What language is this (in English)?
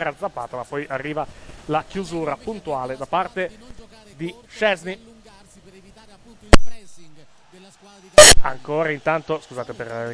Italian